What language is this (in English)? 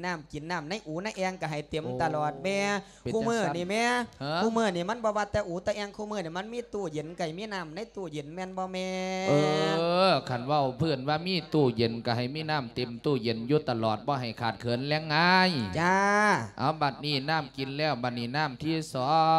Lao